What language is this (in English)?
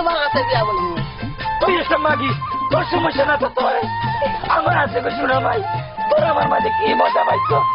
Sylheti